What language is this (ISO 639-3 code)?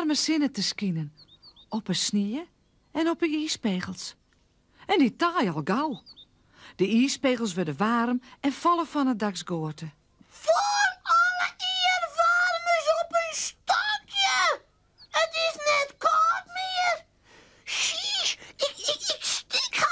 fry